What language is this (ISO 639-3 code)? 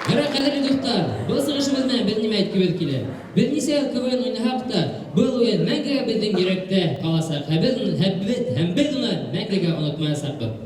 bak